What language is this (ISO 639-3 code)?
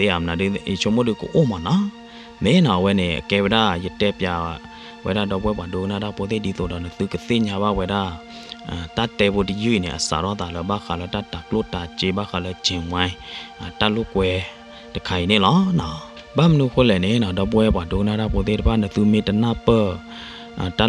ksw